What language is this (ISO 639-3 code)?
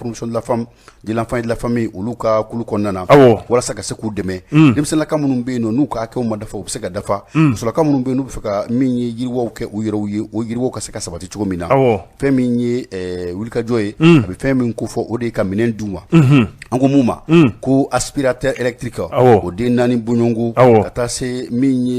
bam